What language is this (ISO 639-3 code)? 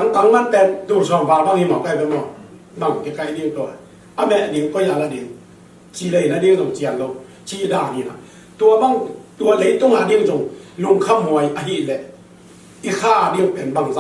ctd